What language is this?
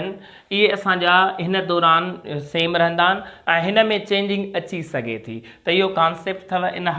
Sindhi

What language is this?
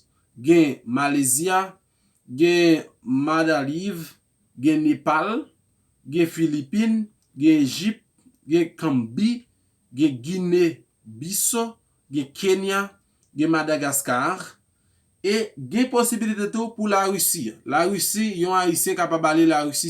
Haitian Creole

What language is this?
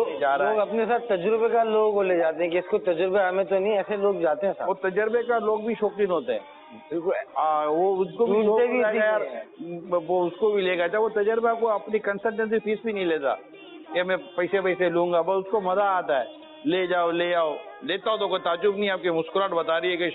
Urdu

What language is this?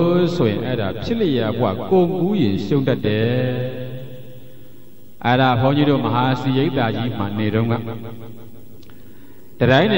Burmese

